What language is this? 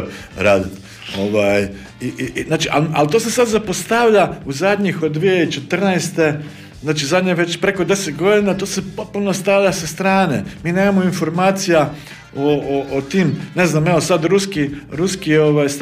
Croatian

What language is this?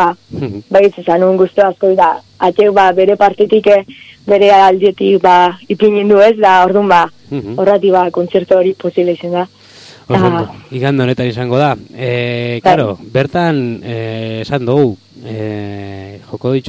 Basque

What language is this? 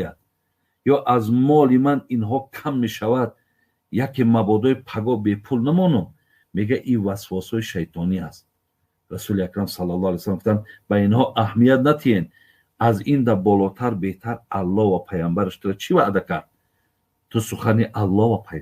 Tajik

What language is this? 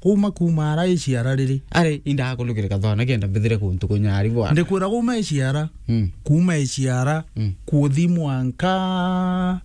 Meru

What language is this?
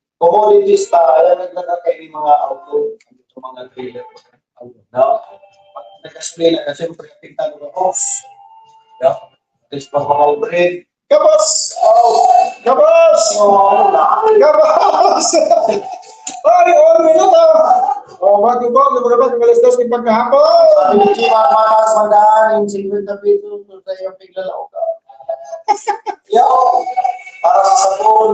Bikol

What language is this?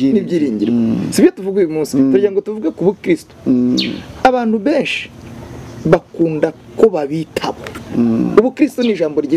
Kinyarwanda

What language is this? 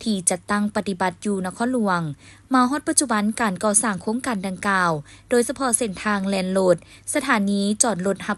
Lao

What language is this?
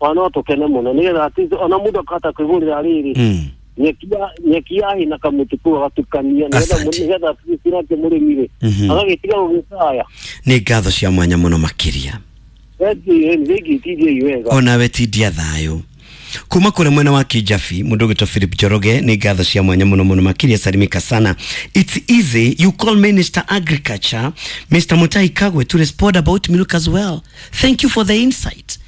Kikuyu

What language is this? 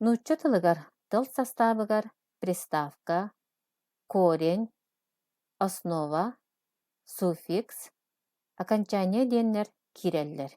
Yakut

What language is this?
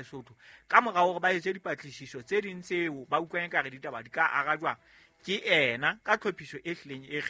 Southern Sotho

